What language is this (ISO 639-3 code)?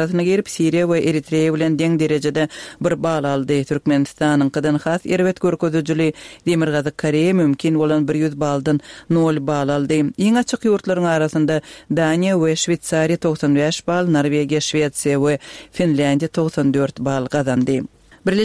kir